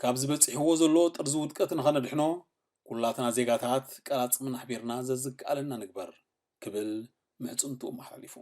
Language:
Tigrinya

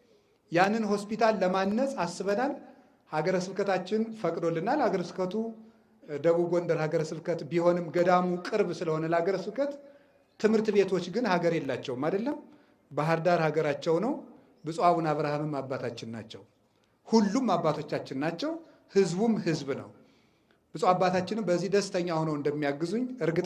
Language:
Amharic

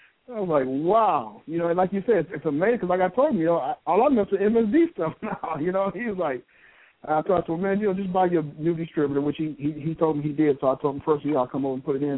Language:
English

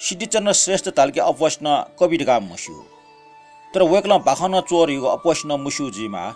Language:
Newari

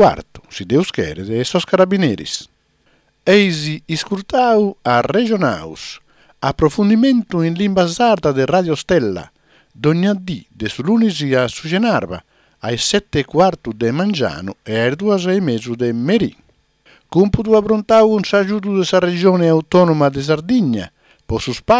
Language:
Sardinian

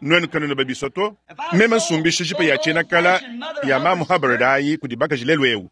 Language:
Luba-Lulua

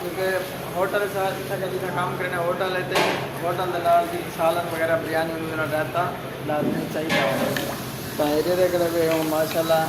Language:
Saraiki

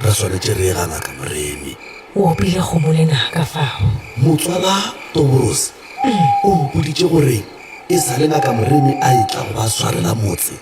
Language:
Northern Sotho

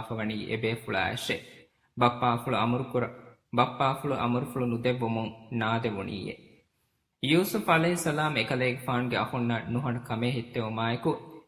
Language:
Divehi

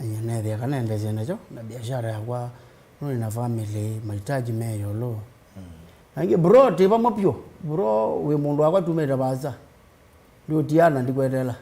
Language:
Kamba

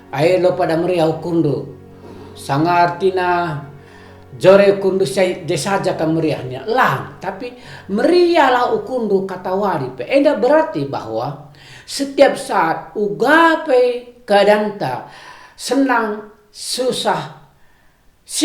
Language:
Batak Karo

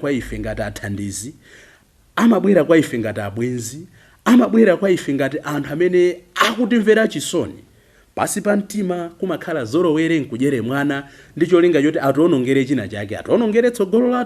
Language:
Nyanja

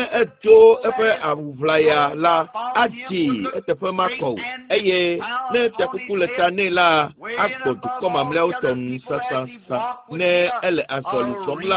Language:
Ewe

